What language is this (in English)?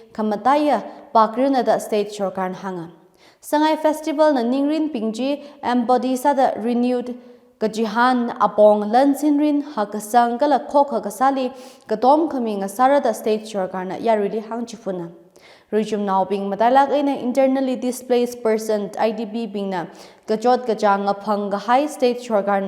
Tangkhul Naga (India)